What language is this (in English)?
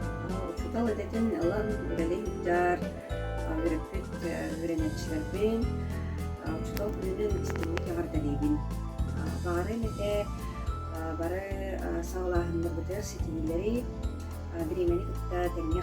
Yakut